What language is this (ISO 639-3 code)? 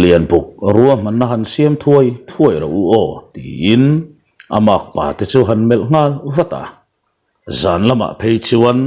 lus